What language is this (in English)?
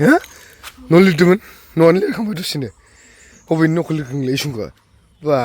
Bodo